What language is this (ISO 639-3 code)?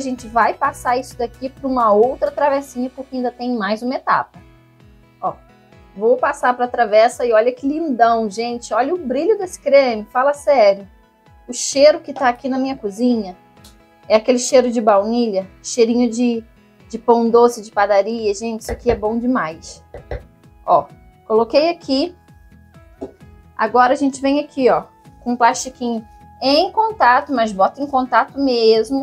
por